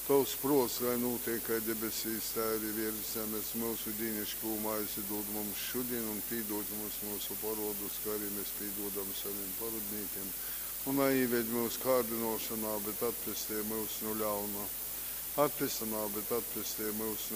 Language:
Latgalian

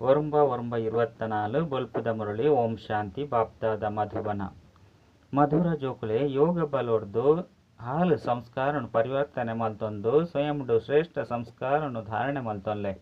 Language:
Tulu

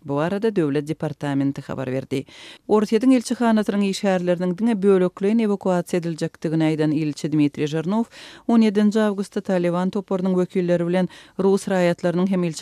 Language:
Turkmen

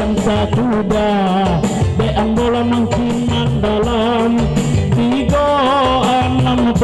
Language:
Minangkabau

